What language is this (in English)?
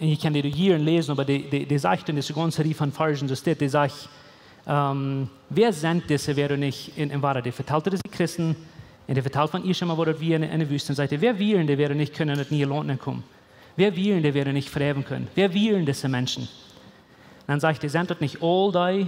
Plautdietsch